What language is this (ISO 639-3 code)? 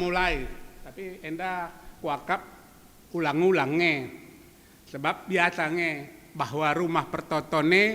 btx